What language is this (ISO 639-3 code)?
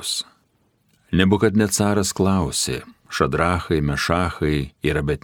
lit